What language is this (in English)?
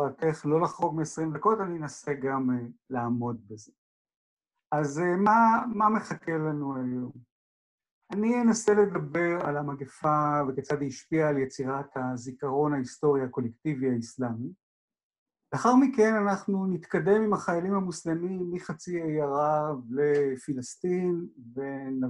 Hebrew